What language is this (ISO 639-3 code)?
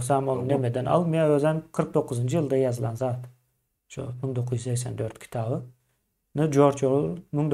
tuk